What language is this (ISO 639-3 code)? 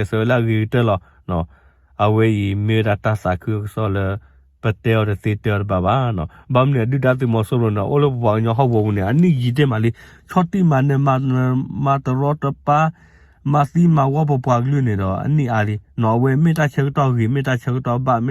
ksw